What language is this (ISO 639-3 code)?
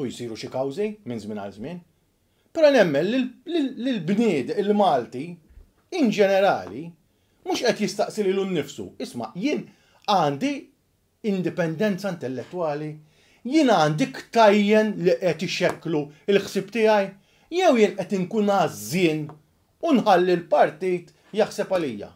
mlt